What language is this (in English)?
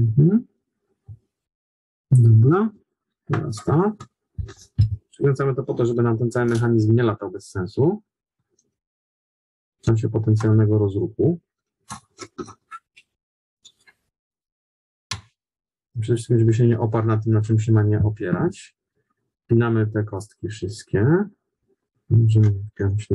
Polish